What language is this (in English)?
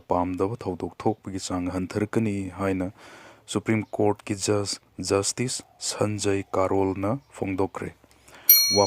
Manipuri